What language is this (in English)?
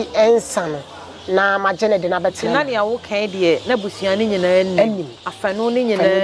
Akan